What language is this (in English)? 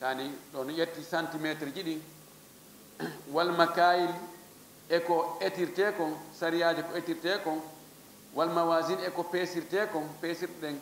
Fula